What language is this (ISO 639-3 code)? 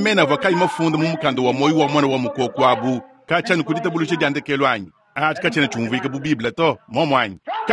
lua